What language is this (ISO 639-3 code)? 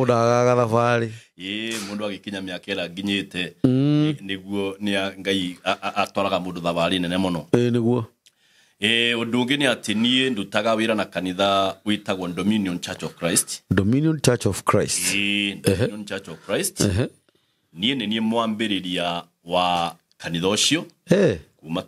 kik